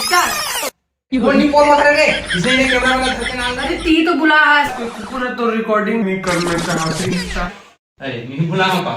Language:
Chhattisgarhi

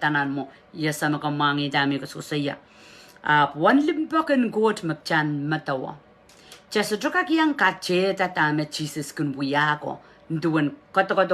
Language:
Pohnpeian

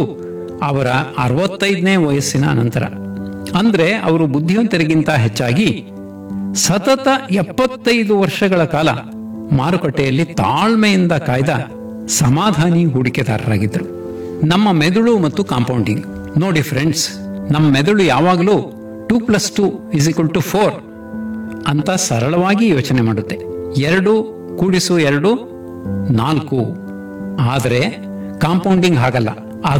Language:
Kannada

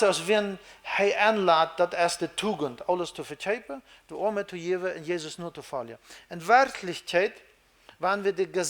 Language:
Plautdietsch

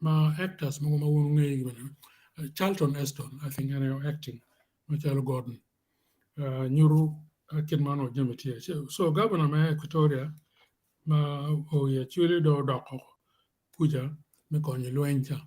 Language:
Acoli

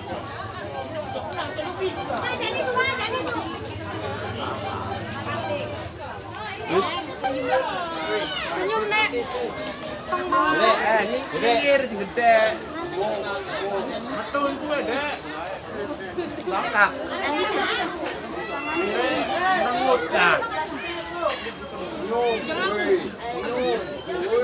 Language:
Indonesian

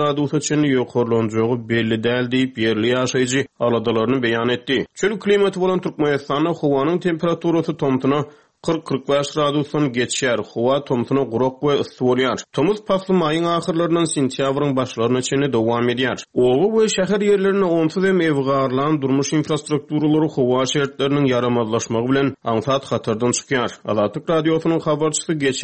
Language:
Turkmen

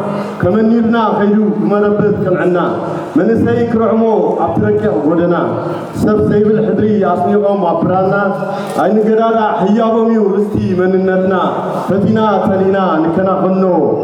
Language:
Tigrinya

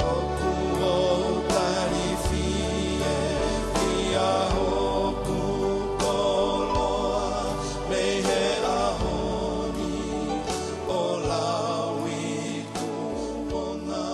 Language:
Tongan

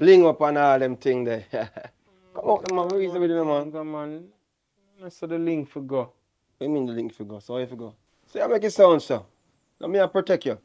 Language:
Jamaican Creole English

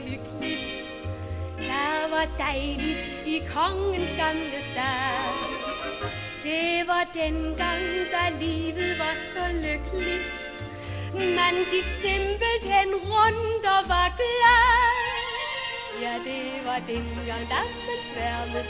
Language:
Danish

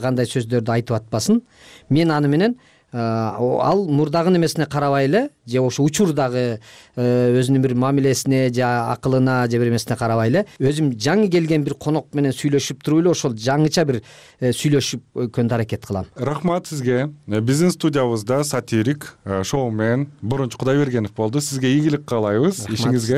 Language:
Kyrgyz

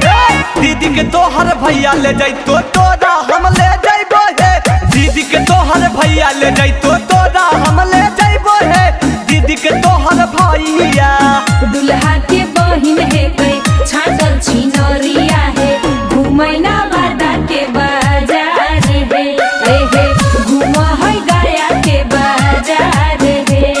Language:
Magahi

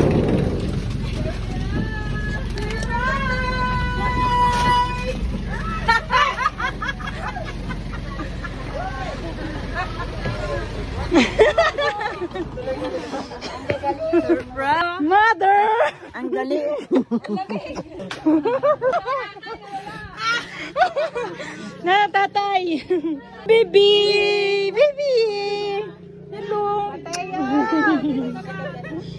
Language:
Filipino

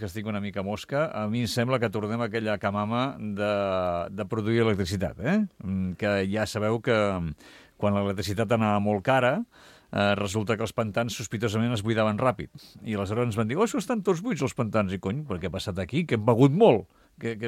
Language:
Catalan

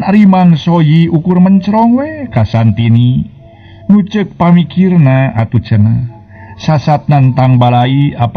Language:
Sundanese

